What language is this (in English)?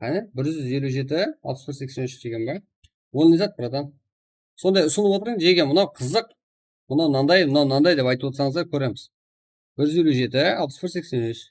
Kara-Kalpak